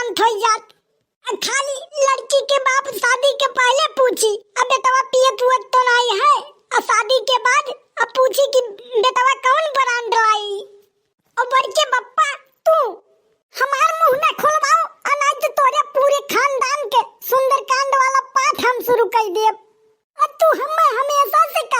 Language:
Awadhi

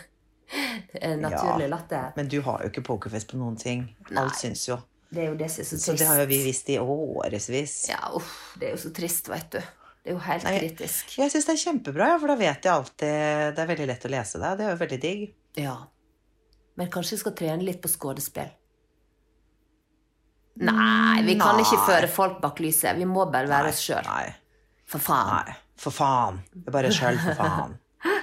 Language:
Norwegian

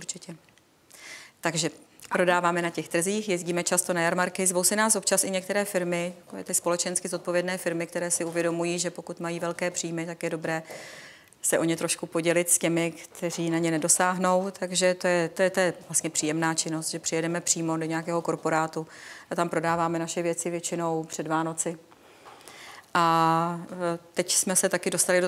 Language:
Czech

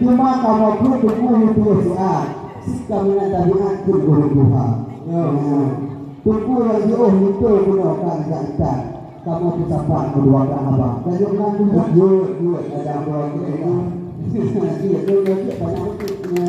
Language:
Achinese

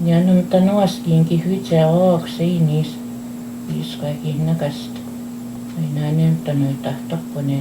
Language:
Plains Cree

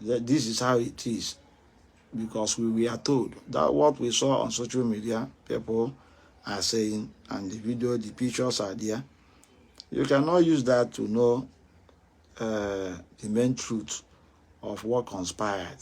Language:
Igbo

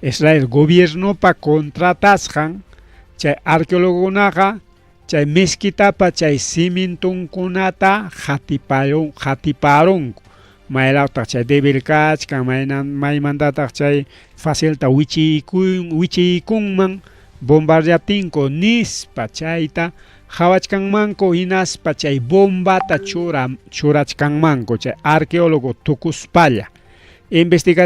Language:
Ayacucho Quechua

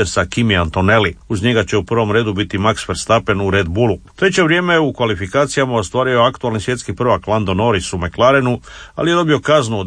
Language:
Croatian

